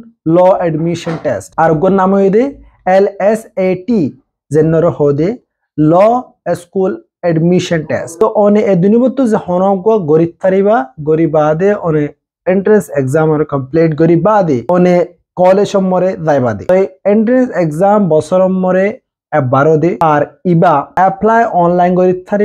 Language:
Assamese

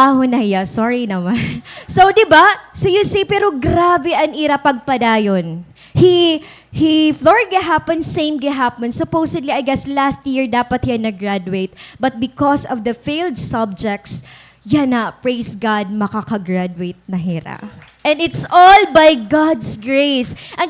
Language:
Waray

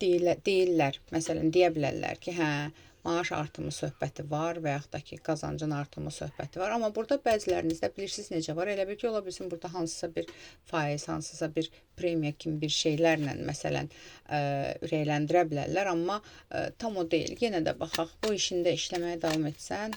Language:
Azerbaijani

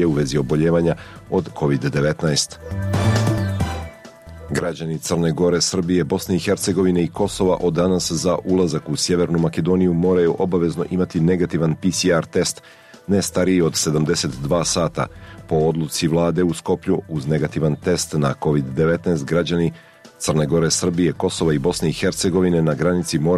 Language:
Serbian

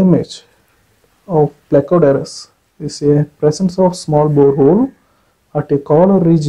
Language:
English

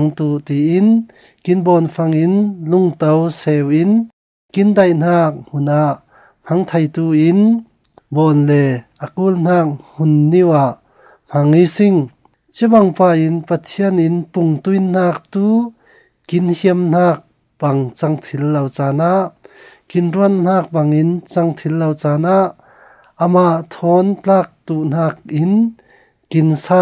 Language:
Falam Chin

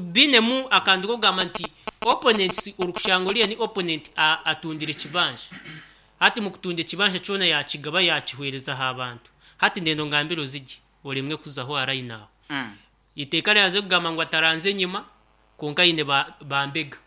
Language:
Nyankole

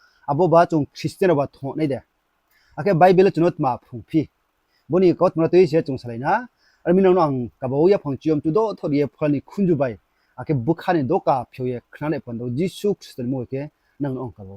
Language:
Riang (India)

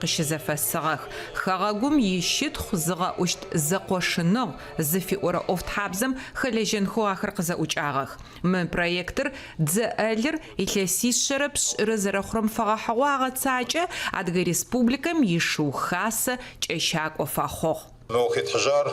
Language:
Adyghe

